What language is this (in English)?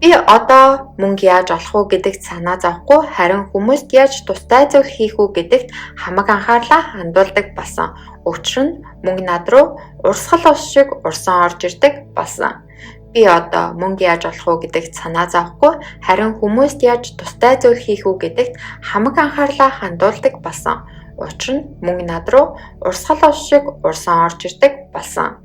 Mongolian